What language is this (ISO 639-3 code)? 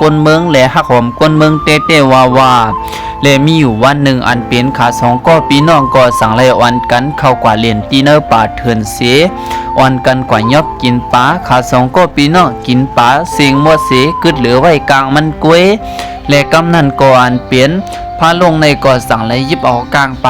shn